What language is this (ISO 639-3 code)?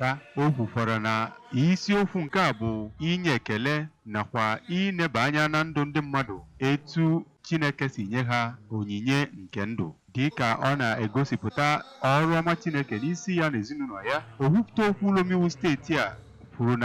ibo